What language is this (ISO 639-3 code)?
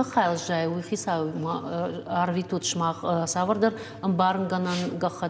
oss